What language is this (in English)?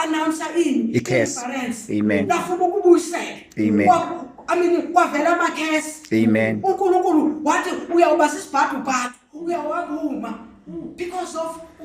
Zulu